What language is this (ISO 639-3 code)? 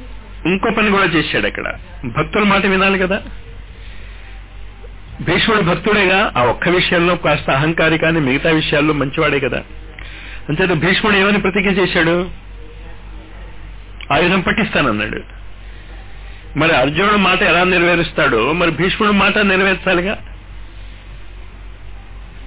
tel